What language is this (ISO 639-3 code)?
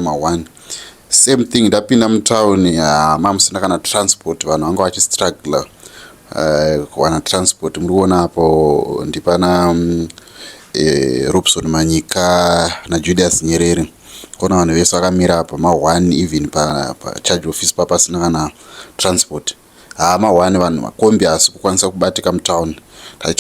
sna